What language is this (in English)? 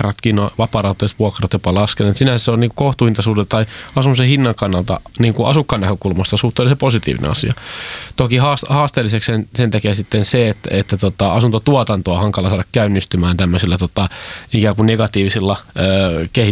Finnish